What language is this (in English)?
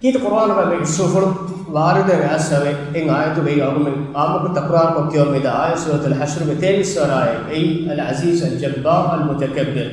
Divehi